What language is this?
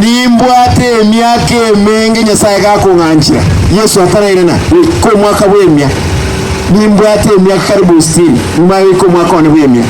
Gusii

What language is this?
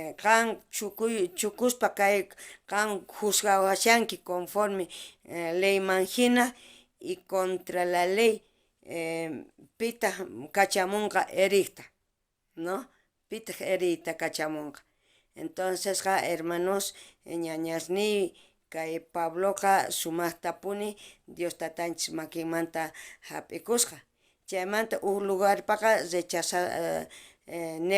South Bolivian Quechua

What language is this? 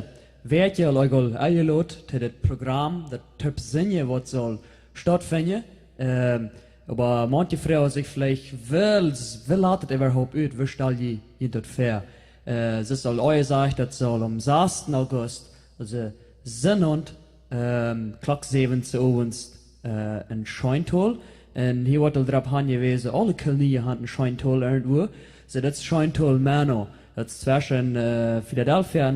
Plautdietsch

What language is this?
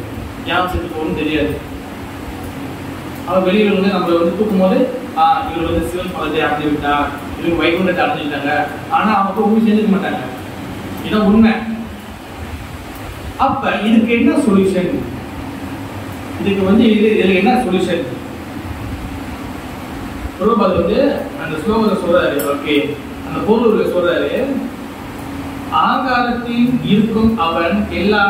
Tamil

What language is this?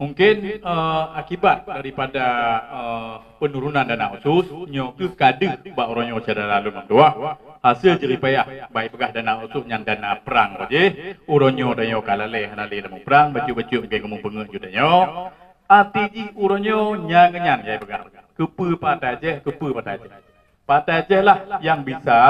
Achinese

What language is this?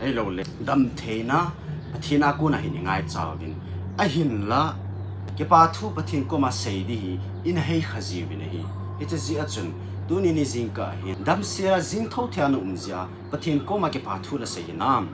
Thado Chin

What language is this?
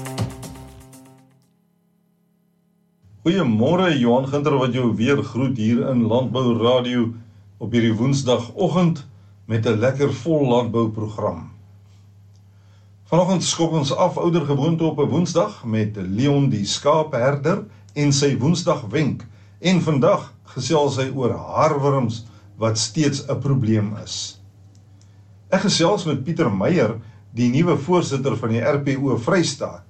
Afrikaans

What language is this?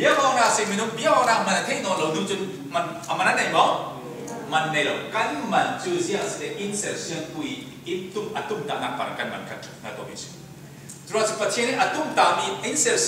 Falam Chin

